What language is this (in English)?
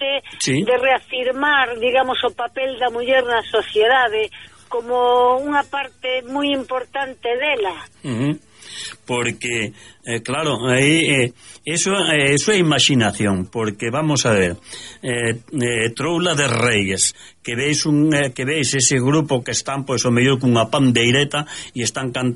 Galician